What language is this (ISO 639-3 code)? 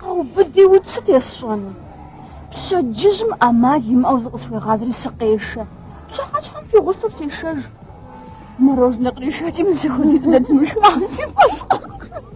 kbd